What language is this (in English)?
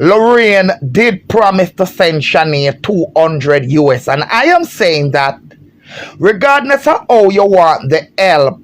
Jamaican Creole English